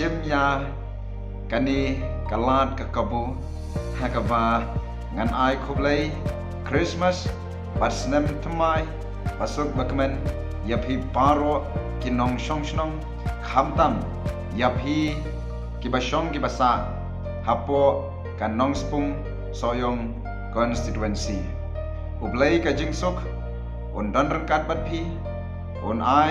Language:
Khasi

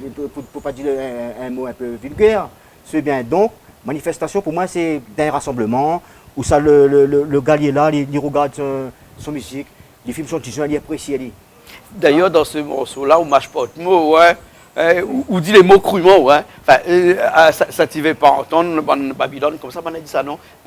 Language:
Réunion Creole French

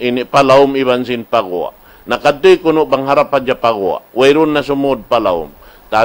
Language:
Tausug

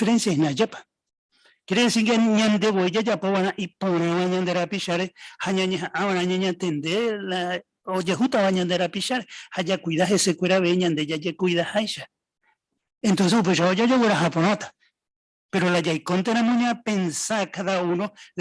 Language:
Guarani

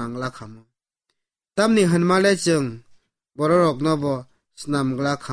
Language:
Kok Borok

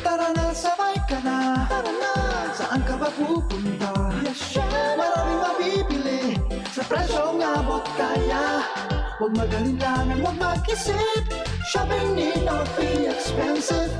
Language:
Bikol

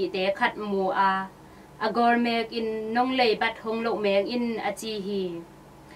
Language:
Tedim Chin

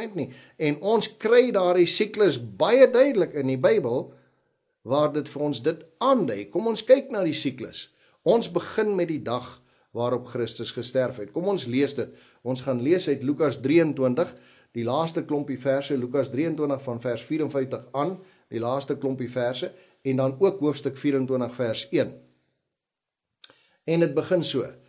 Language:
Afrikaans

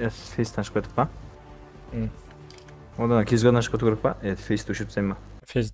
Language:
Kara-Kalpak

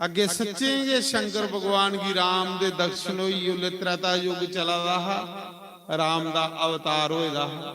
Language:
Dogri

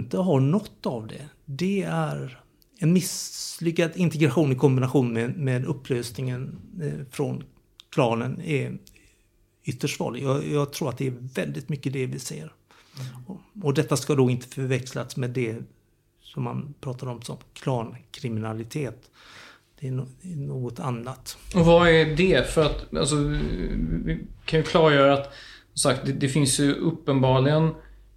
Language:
Swedish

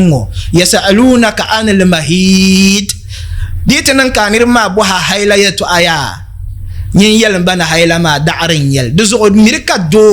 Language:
Dagbani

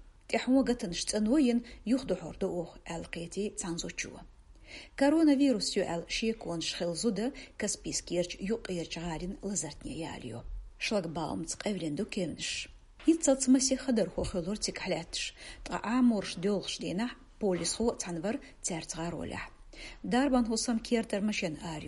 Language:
Chechen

